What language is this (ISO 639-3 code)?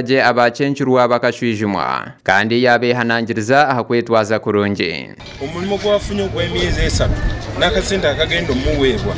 nyn